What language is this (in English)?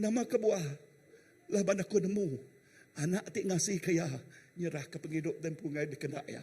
Iban